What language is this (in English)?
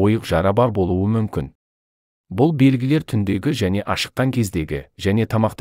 Kazakh